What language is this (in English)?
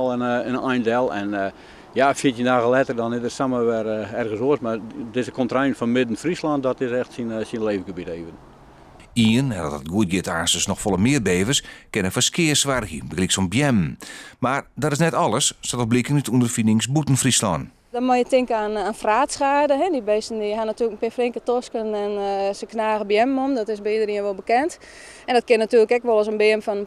Western Frisian